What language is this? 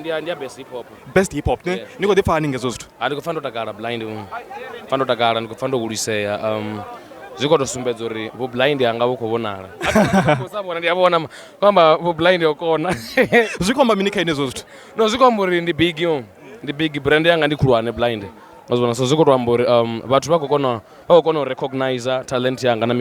Venda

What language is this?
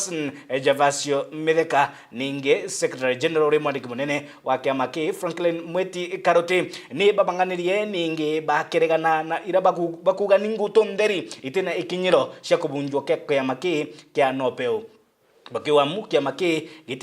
Meru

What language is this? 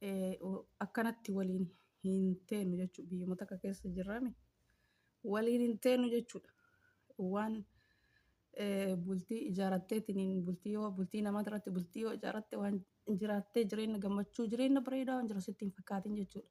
Oromo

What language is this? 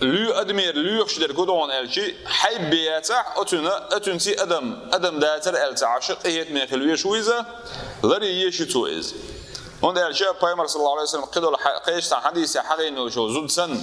Chechen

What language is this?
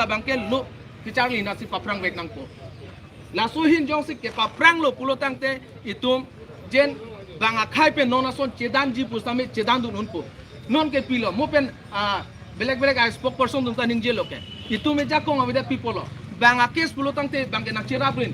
Karbi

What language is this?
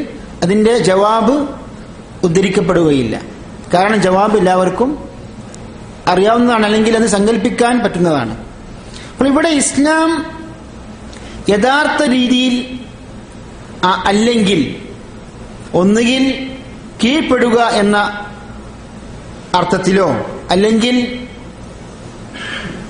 Malayalam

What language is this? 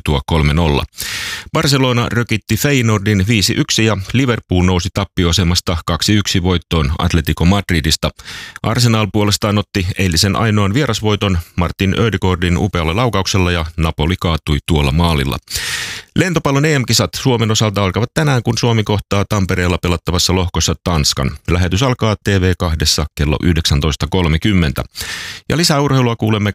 Finnish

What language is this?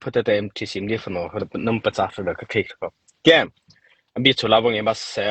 Mara Chin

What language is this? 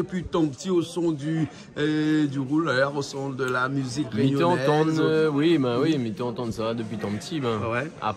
Réunion Creole French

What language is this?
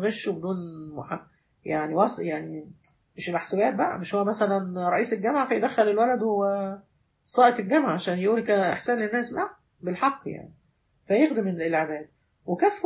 Egyptian Arabic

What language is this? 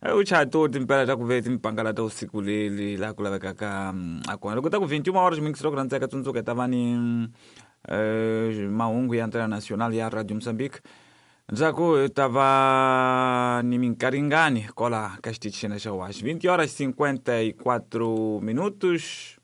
Tsonga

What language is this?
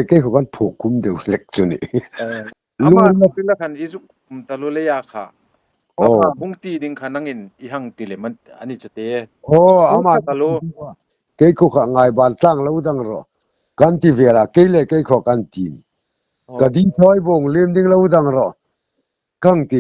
Hmar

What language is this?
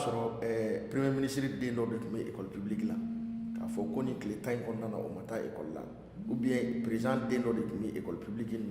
Bambara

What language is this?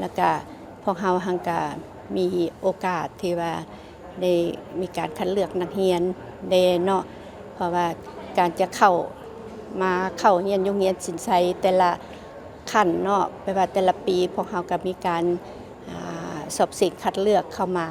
Lao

